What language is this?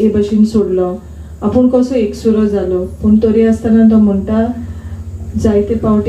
Konkani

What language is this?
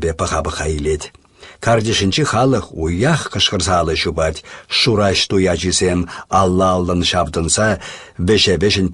Chuvash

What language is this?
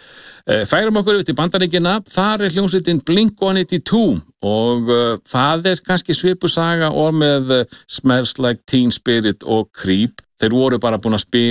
Icelandic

